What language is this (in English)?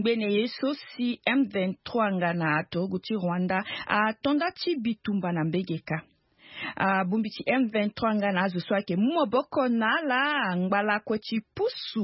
Sango